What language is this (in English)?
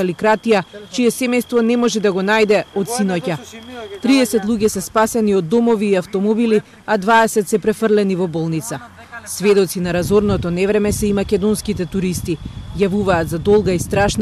Macedonian